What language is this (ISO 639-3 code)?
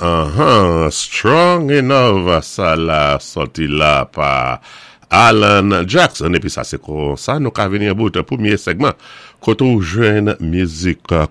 acf